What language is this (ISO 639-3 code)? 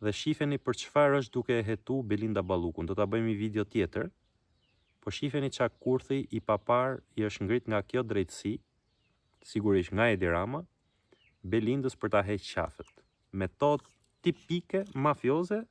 sqi